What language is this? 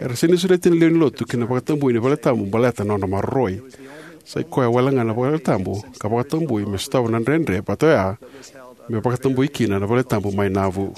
Fijian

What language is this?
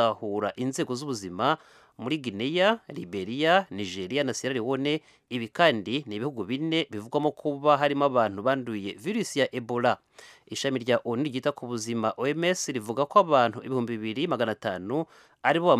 Kinyarwanda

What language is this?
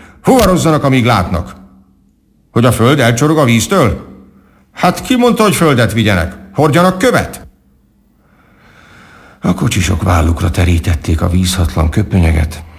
Hungarian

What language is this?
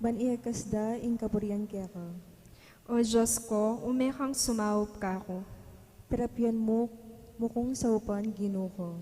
Pampanga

